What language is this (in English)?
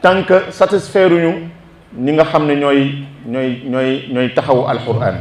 Wolof